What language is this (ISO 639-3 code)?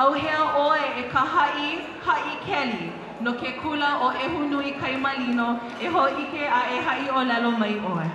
haw